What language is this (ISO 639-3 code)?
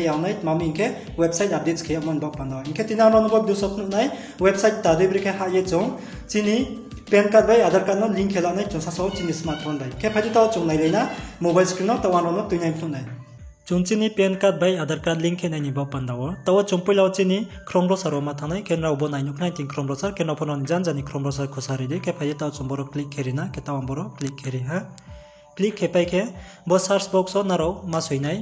ria